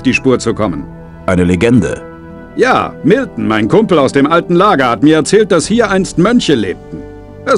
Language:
Bavarian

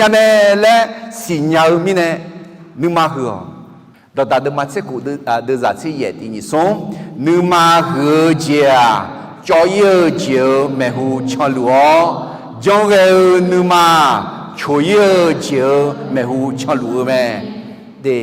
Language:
Akha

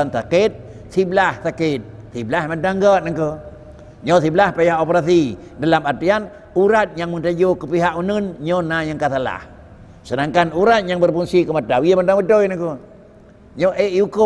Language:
Achinese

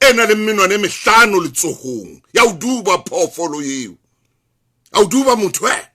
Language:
Southern Sotho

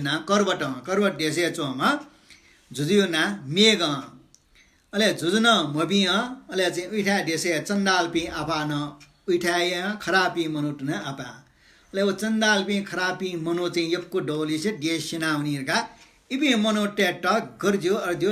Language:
Newari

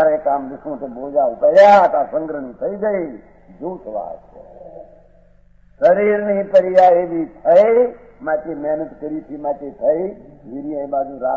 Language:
Gujarati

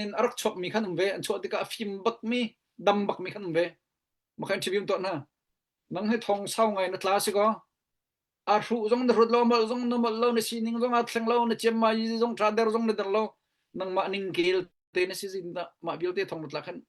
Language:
Hakha Chin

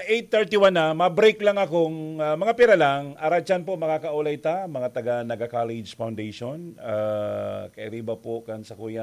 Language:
Bikol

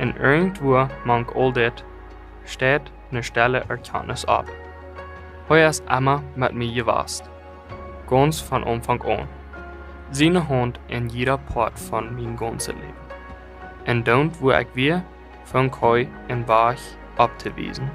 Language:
Plautdietsch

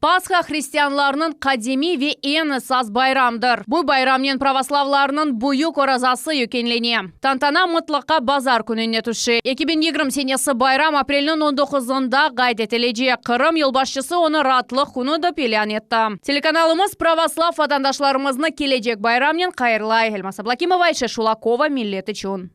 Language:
Crimean Tatar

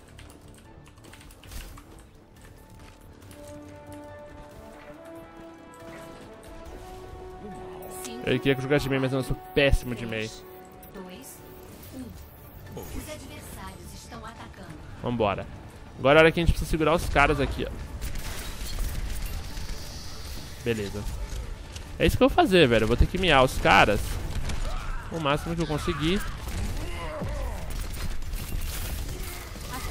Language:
Portuguese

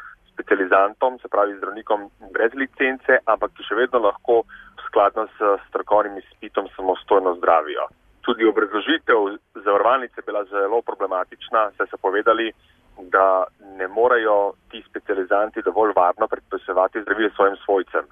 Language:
Slovenian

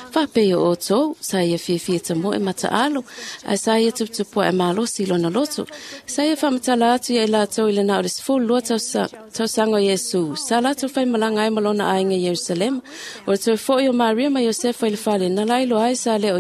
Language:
Samoan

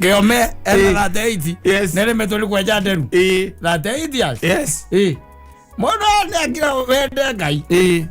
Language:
Kikuyu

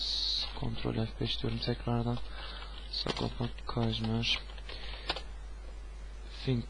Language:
Turkish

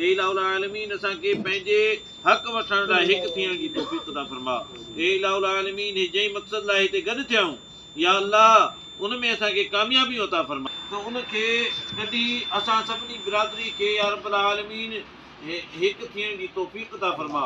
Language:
Sindhi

